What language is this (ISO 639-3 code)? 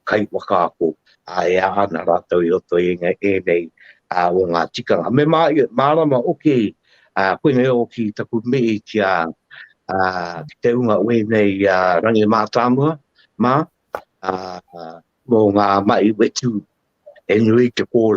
mri